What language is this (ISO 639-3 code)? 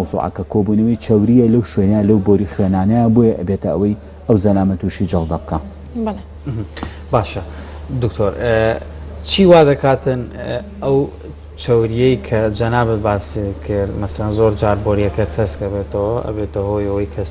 ckb